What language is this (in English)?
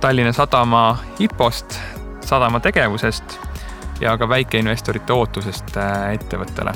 Estonian